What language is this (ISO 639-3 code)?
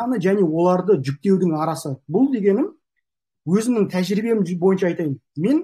kaz